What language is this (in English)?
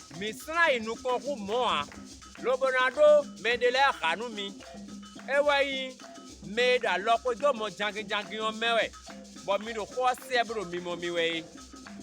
Fon